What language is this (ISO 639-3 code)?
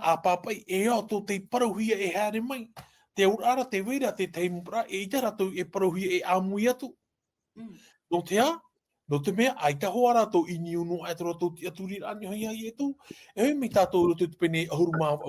tah